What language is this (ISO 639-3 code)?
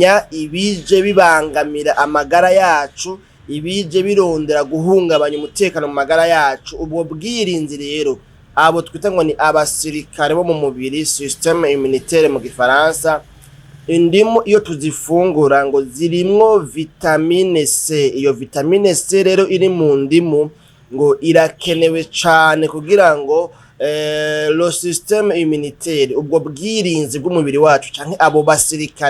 run